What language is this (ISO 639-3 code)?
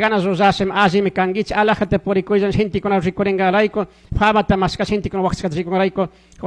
qug